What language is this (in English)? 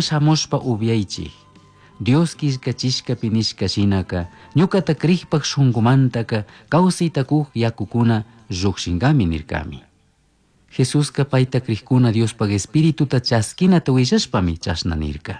Chimborazo Highland Quichua